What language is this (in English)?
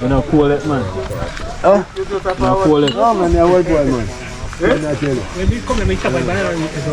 Jamaican Creole English